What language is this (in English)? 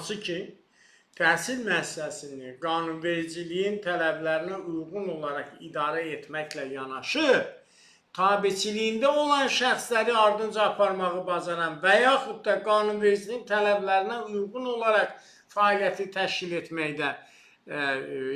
Azerbaijani